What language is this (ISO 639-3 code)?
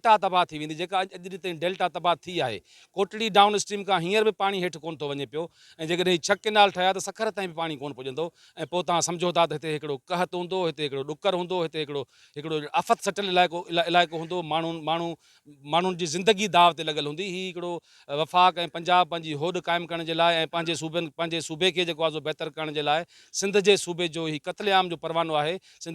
snd